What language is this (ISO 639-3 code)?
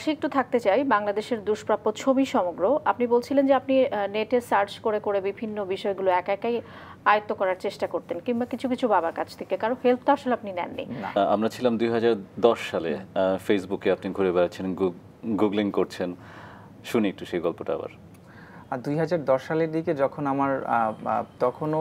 ben